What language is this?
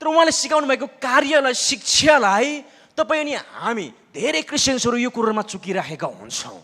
Nepali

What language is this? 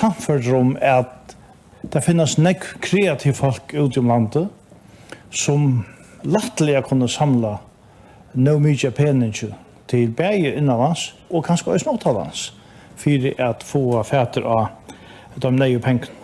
Faroese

